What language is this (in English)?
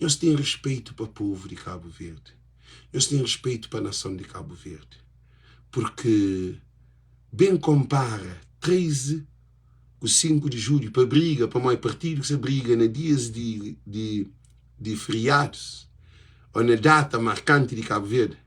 Kabuverdianu